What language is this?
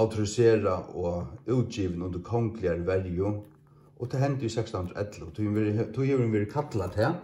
Faroese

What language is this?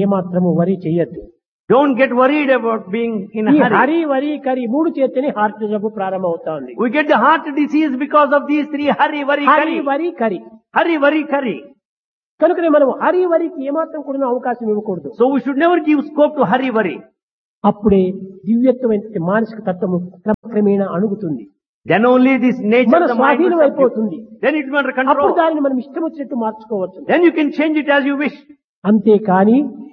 Telugu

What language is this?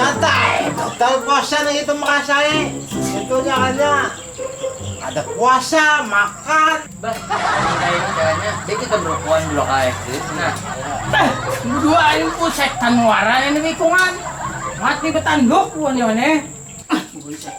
Banjar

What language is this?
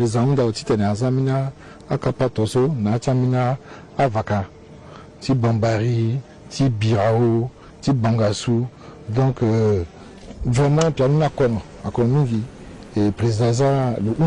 Sango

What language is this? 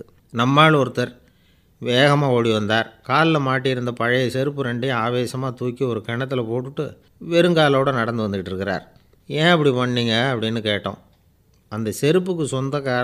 Tamil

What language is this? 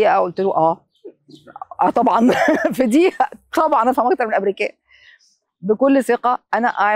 Egyptian Arabic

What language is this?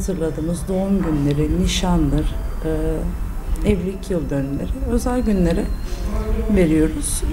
Turkish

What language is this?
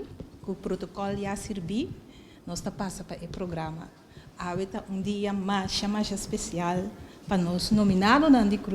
Papiamento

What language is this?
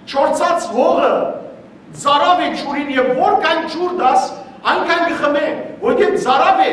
Western Armenian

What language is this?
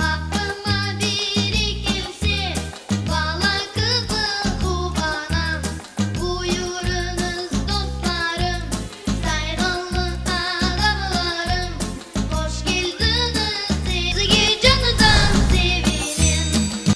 Crimean Tatar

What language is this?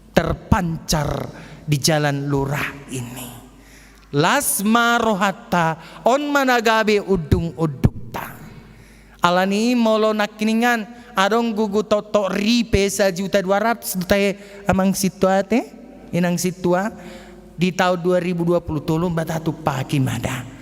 Batak Toba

